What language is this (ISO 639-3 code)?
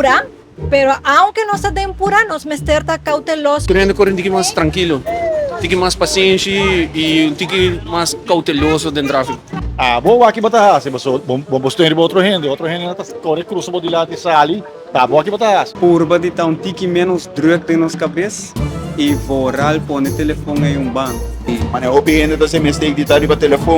pap